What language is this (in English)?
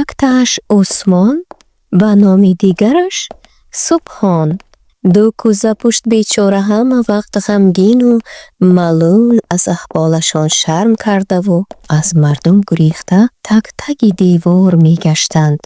Tajik